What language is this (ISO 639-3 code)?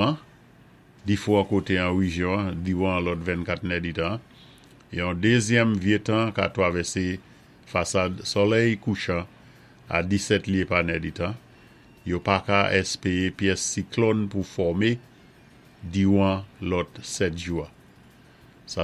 acf